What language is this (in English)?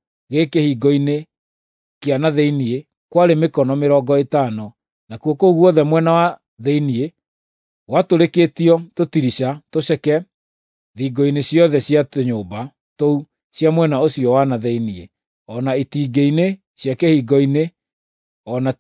Kikuyu